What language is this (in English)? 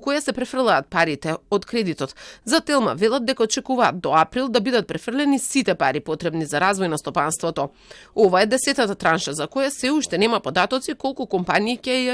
Macedonian